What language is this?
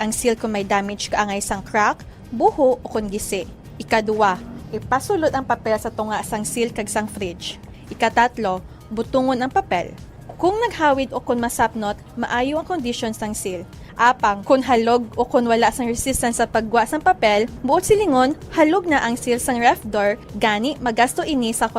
Hiligaynon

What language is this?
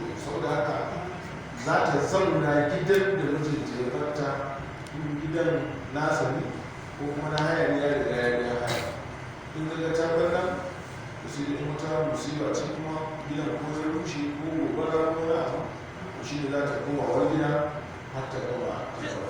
Hausa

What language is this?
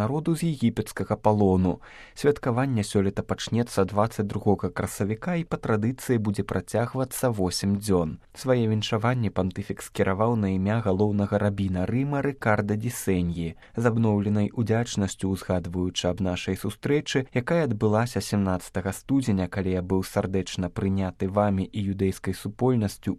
Belarusian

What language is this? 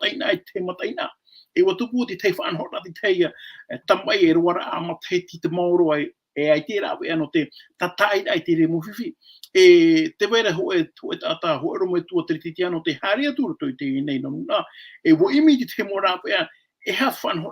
Tahitian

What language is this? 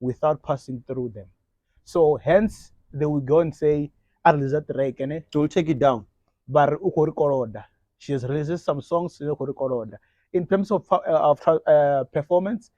Venda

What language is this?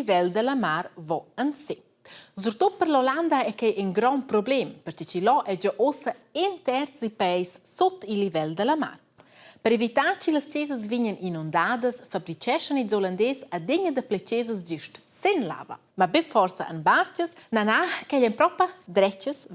Romansh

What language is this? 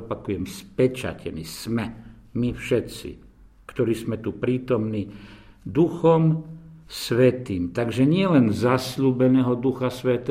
Slovak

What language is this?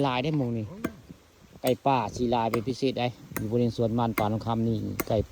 Northeastern Thai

